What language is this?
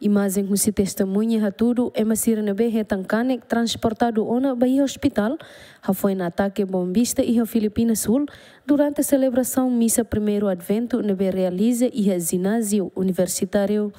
Tetum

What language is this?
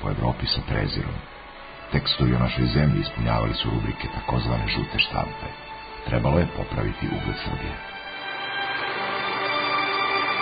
Serbian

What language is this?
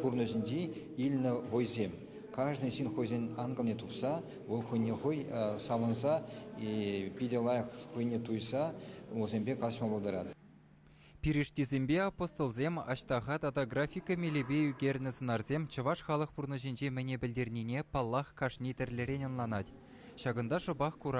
Chuvash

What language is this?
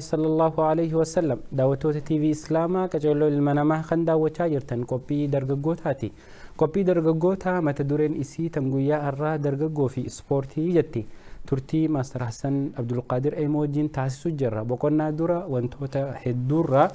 Oromo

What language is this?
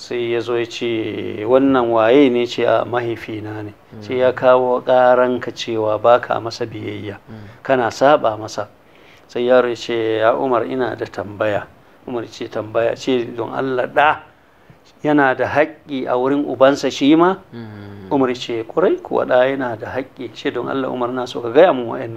Hausa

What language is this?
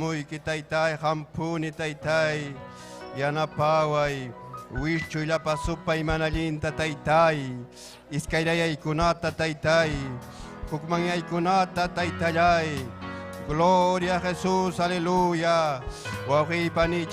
Ayacucho Quechua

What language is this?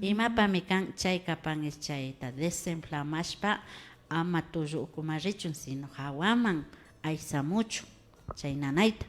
Imbabura Highland Quichua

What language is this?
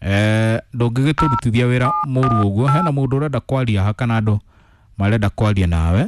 Kikuyu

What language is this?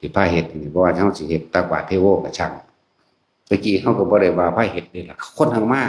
Northeastern Thai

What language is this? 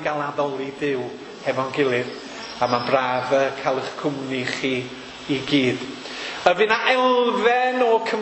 Welsh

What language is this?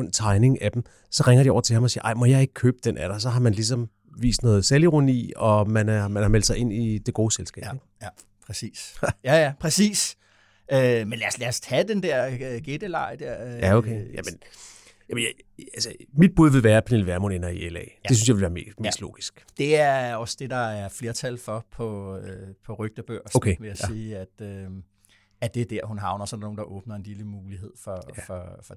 Danish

